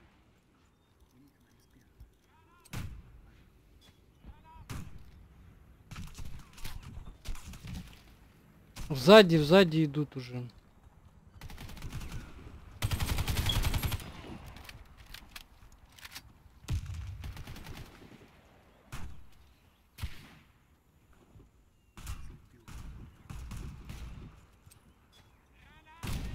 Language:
Russian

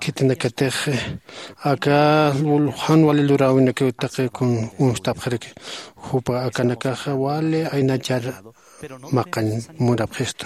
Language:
Aymara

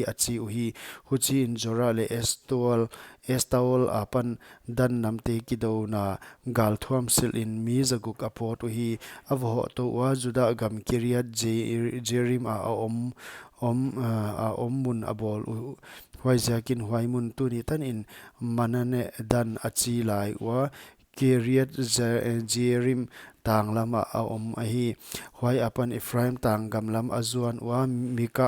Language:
Paite Chin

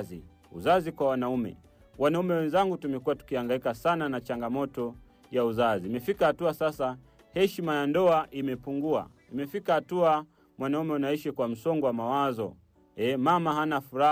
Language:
Swahili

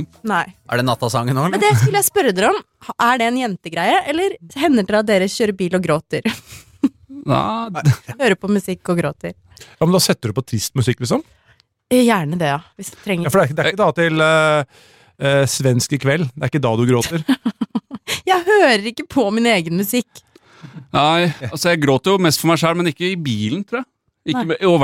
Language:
Norwegian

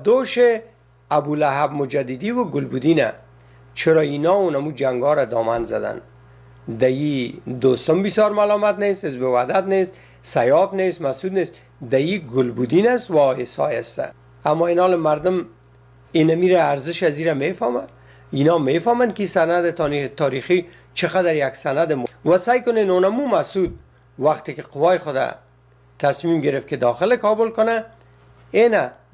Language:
Persian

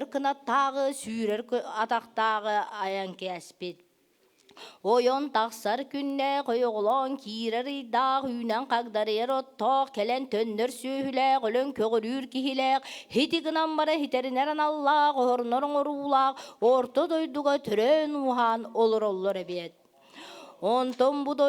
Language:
Yakut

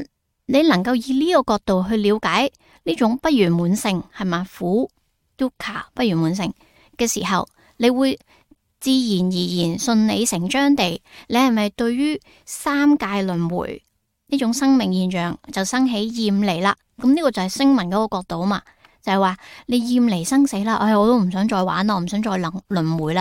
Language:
Cantonese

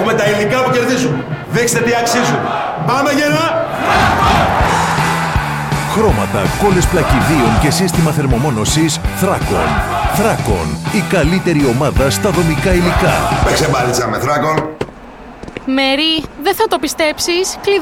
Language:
Greek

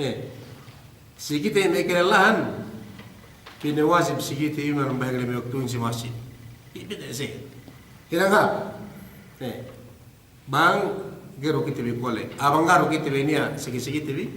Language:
Yakan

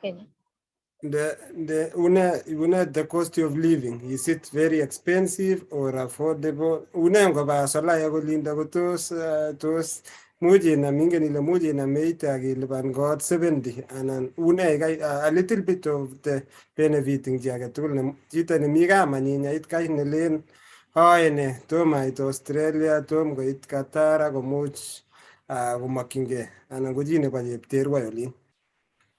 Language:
Kalenjin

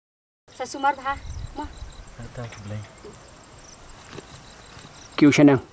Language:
Khasi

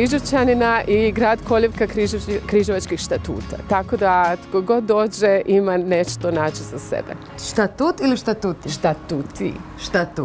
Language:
Croatian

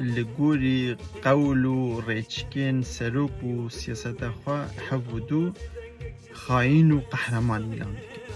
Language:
Kurdish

